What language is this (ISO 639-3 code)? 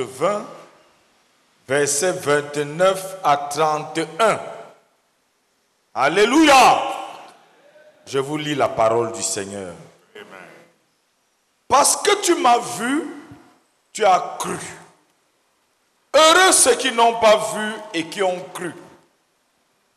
fra